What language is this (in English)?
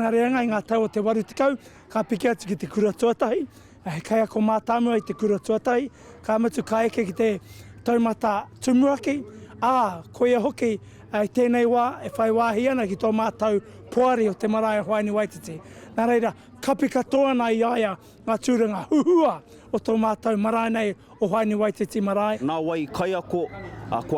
Māori